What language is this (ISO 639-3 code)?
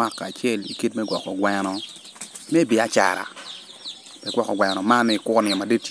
ach